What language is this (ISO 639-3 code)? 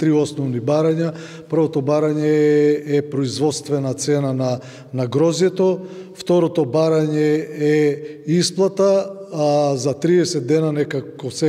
mkd